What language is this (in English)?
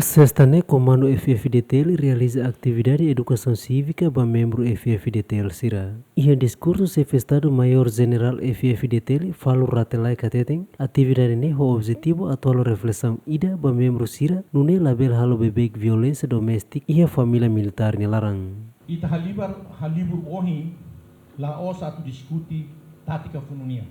Tetum